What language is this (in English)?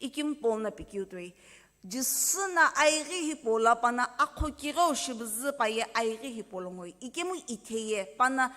Sumi Naga